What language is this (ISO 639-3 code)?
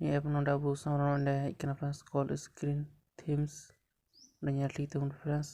sat